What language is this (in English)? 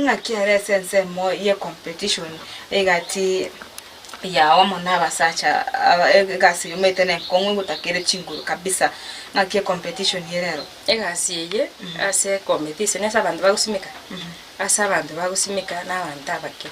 Gusii